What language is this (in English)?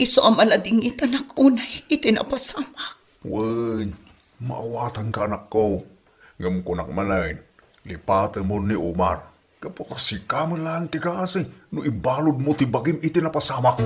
Iloko